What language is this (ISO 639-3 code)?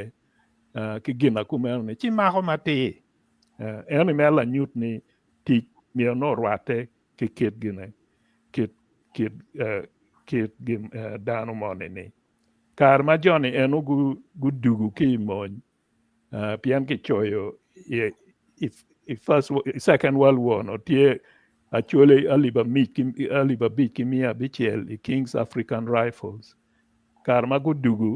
ach